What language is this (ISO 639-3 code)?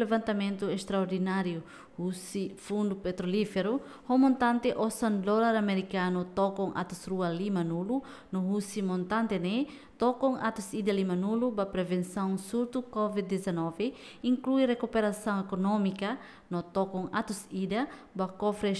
tet